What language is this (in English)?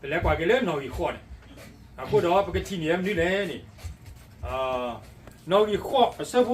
S'gaw Karen